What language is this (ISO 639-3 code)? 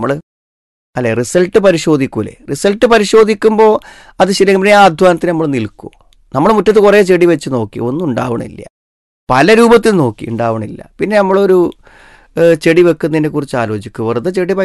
mal